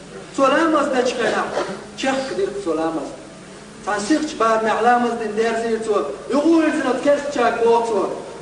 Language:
Chechen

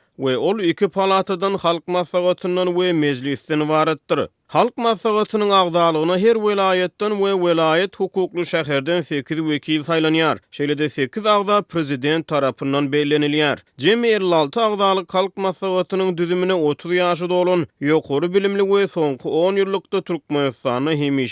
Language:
Turkmen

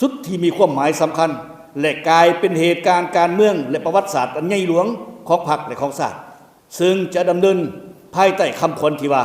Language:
Lao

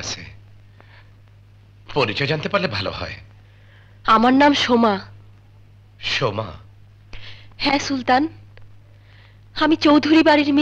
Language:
Bangla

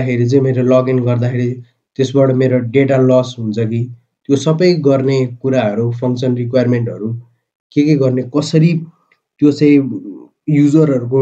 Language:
Nepali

